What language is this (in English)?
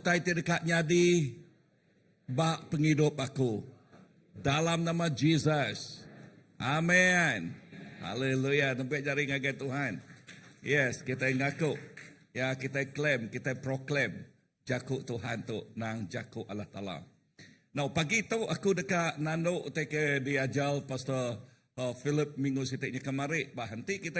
Iban